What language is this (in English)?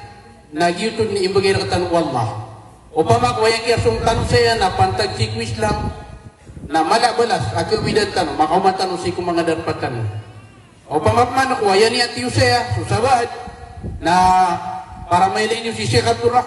Maranao